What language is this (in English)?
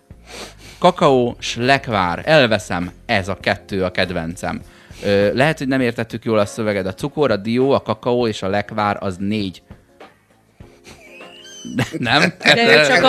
Hungarian